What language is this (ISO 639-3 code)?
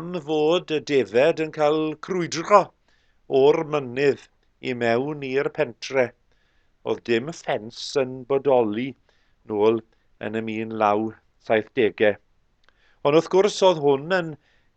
cym